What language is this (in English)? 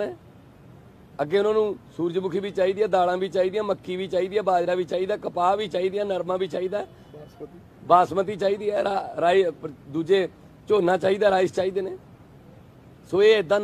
Punjabi